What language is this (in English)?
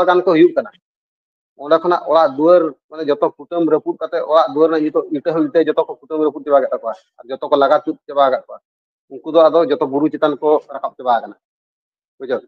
Santali